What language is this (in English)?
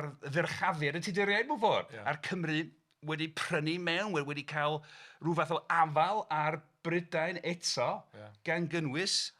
Welsh